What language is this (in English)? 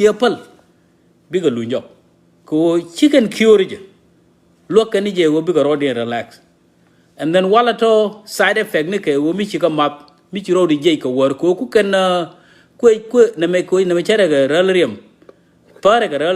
Nuer